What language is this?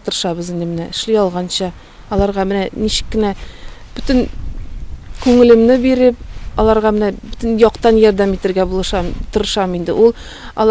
Tatar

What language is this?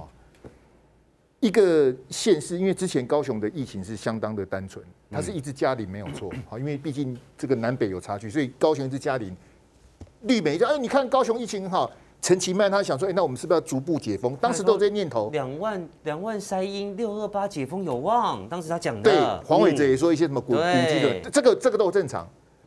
Chinese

